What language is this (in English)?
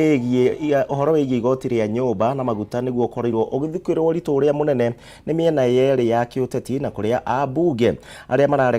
Kikuyu